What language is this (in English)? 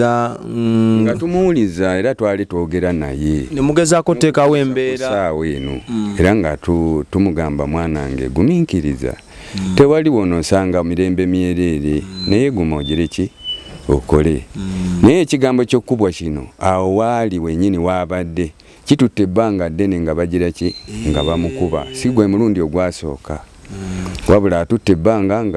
Ganda